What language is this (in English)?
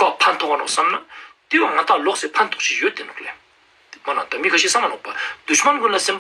Ladakhi